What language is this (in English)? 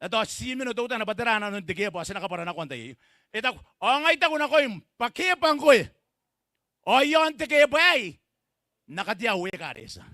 Gilbertese